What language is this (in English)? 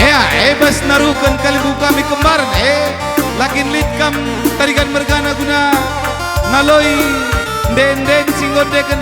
Batak Karo